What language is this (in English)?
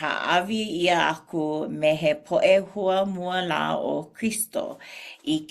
Hawaiian